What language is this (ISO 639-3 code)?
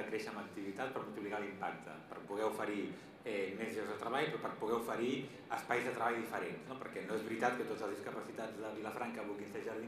cat